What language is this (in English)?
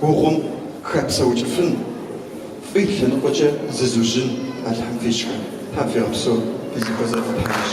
Kabardian